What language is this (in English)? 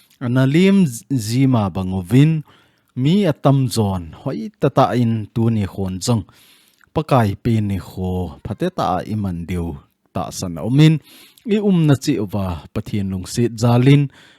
Thado Chin